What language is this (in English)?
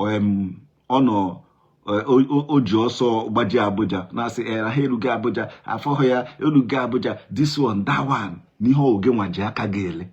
Igbo